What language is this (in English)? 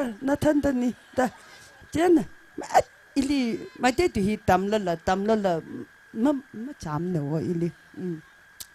Tangkhul Naga (India)